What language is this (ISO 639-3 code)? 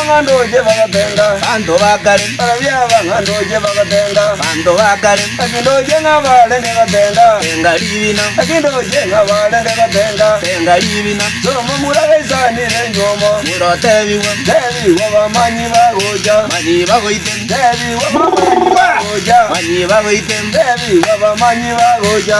guz